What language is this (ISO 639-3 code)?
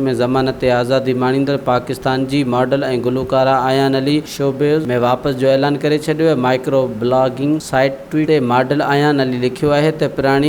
snd